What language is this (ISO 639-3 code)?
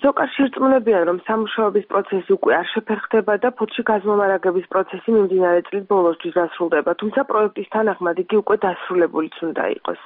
kat